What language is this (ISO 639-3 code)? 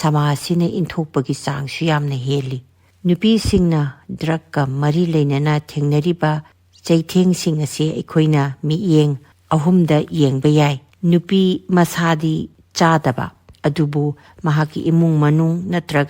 mni